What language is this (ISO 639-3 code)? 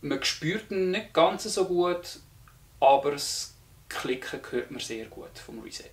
gsw